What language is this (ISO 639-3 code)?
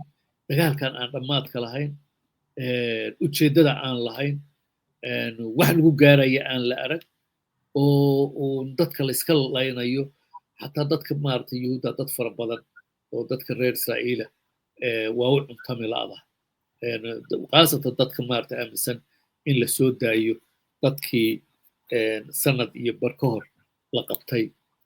som